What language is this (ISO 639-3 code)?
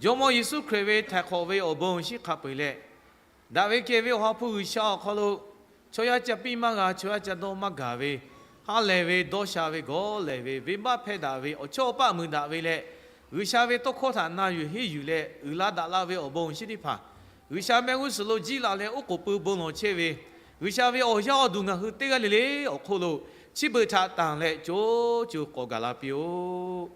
lhu